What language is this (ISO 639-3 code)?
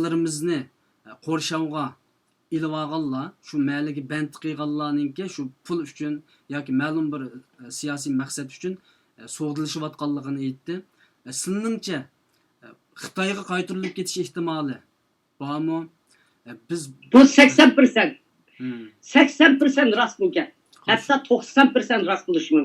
uig